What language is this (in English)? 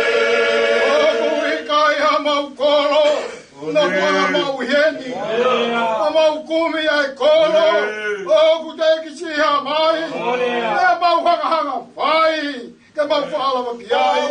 Tongan